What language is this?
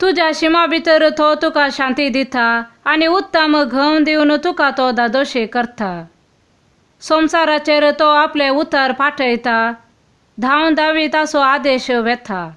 Konkani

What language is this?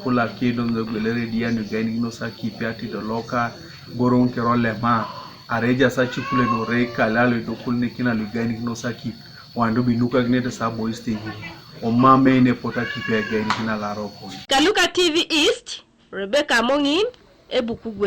Teso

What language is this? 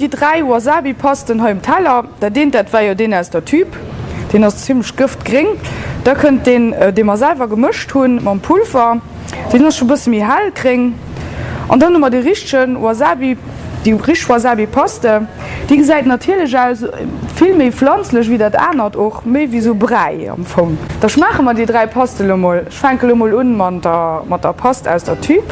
Luxembourgish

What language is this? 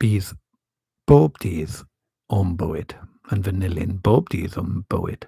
Welsh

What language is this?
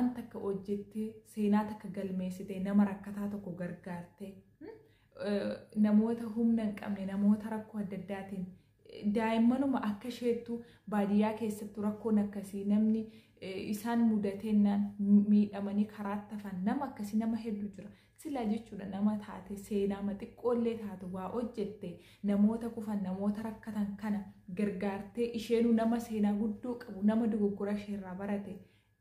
Oromo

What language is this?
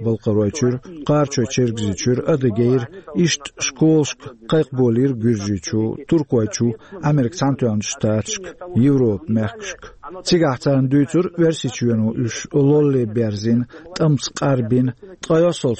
Chechen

